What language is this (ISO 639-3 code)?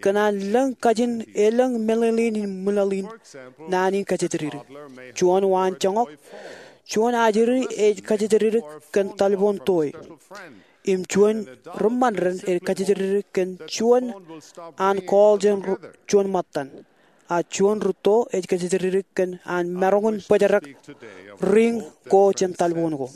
mah